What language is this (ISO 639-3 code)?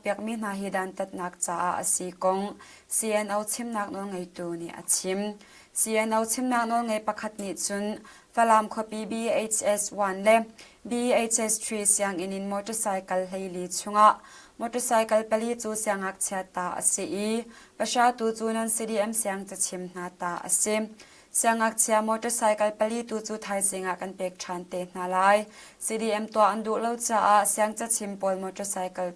cnh